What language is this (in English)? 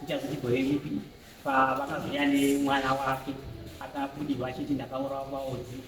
Shona